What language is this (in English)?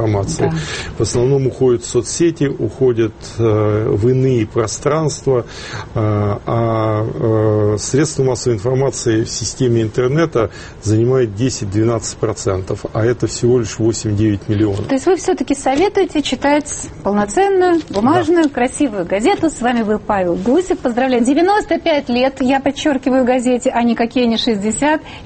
Russian